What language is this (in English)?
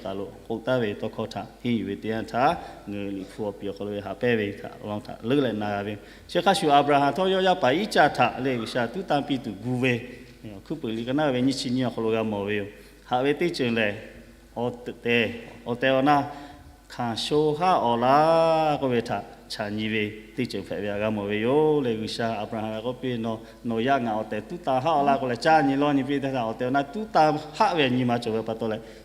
Lahu